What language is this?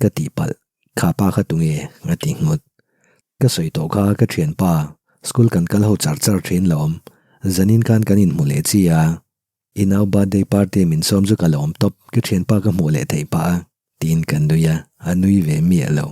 Mizo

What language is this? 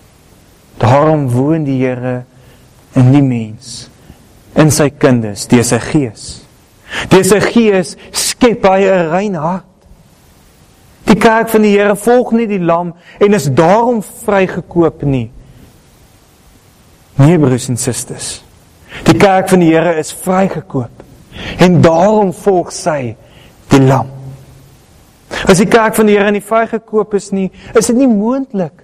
Afrikaans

